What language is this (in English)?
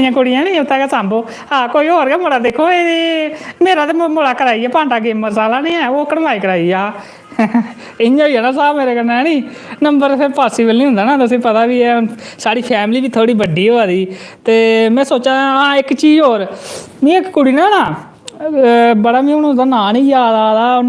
Dogri